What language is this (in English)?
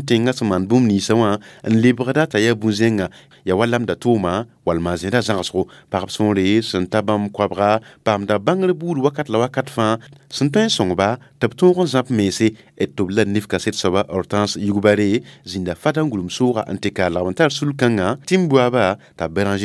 Mossi